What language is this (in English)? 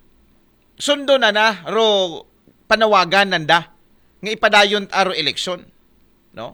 Aklanon